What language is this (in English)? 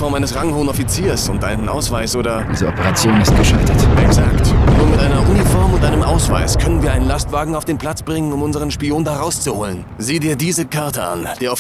Bavarian